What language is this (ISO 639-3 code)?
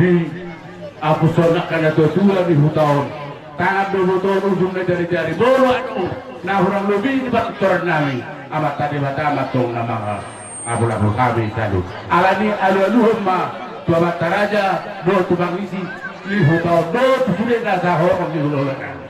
bbc